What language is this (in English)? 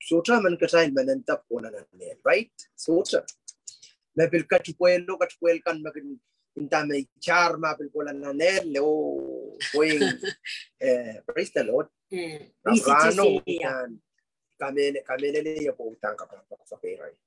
Pohnpeian